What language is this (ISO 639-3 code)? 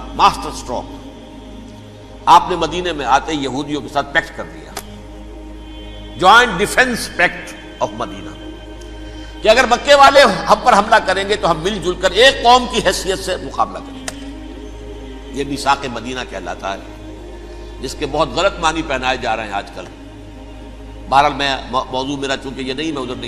urd